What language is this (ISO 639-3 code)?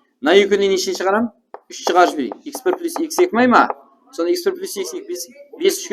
kaa